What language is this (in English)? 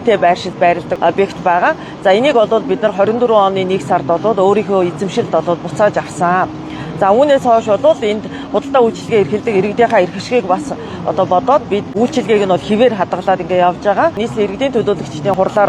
Mongolian